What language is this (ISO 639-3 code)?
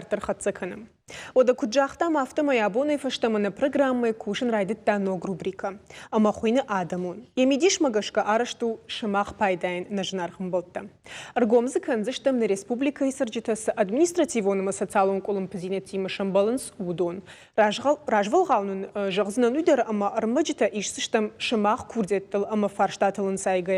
oss